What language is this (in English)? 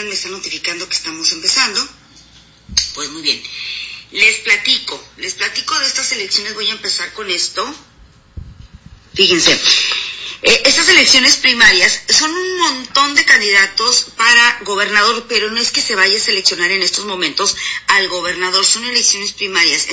Spanish